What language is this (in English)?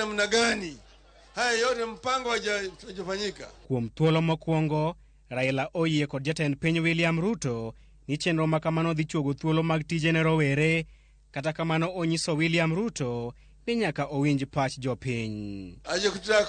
Luo (Kenya and Tanzania)